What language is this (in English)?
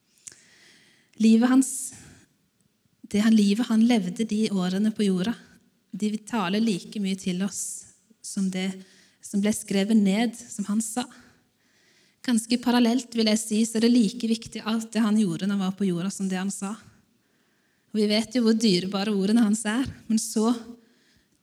Norwegian